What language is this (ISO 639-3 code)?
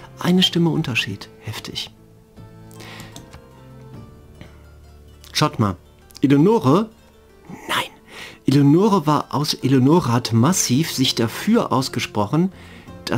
deu